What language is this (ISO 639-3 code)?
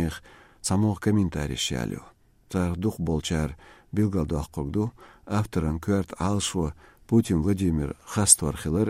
che